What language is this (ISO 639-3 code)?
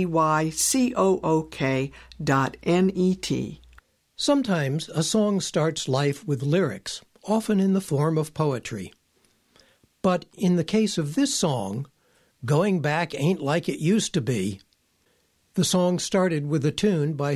eng